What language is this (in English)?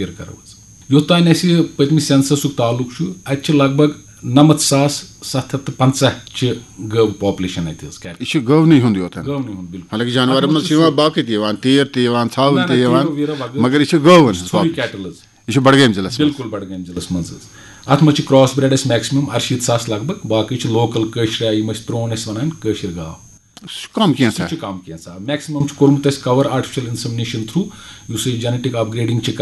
Kashmiri